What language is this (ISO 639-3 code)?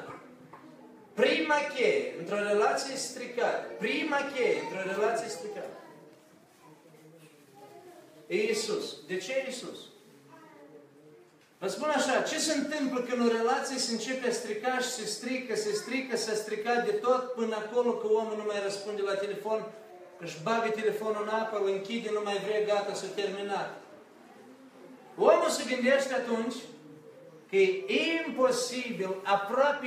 ron